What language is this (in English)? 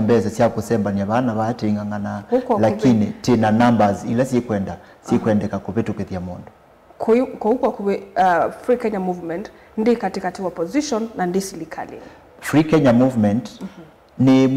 Kamba